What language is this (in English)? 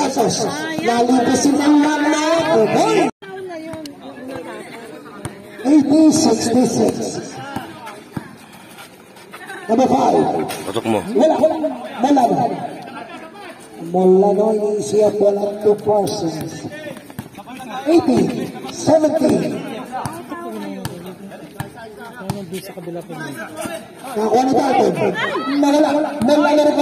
Filipino